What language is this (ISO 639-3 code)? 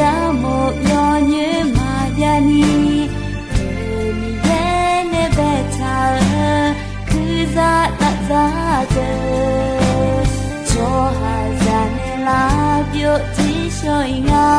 ahk